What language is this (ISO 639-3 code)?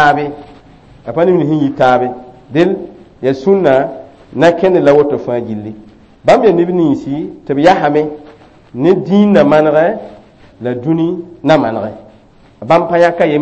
mos